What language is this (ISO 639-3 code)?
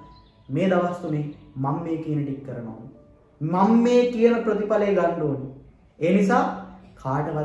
sin